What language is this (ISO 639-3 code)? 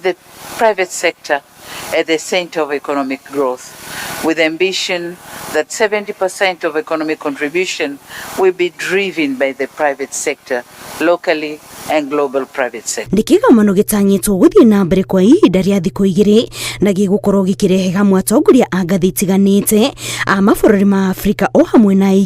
kik